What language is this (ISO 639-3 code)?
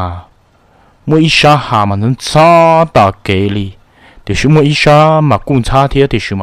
hmn